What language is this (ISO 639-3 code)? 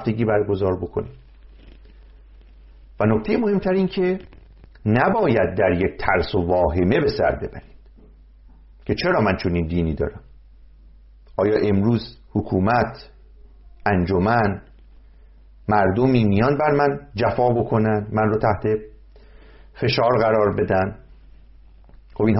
fas